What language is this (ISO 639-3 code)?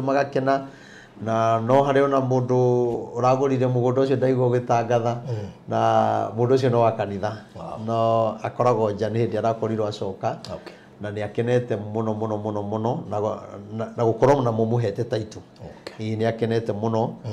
kik